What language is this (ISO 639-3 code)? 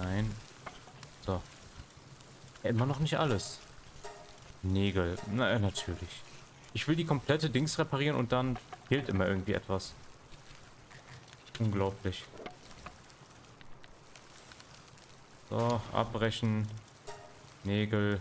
deu